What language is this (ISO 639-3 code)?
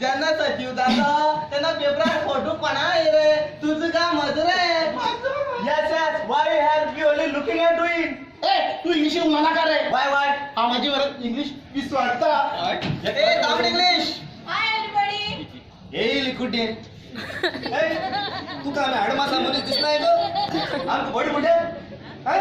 kok